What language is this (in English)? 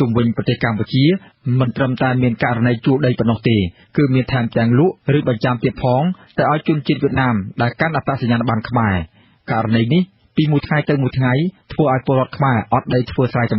Khmer